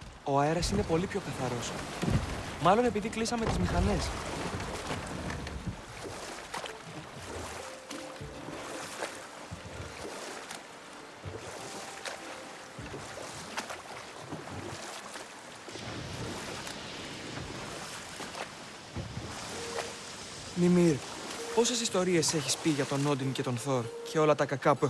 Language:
Greek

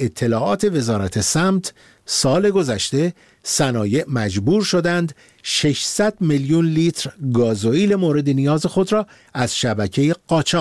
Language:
Persian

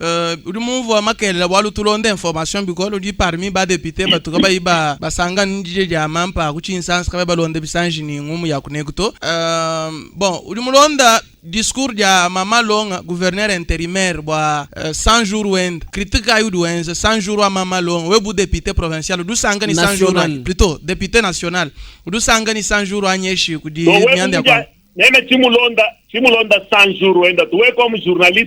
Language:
Luba-Lulua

